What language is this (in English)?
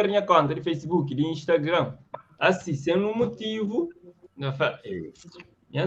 Kabuverdianu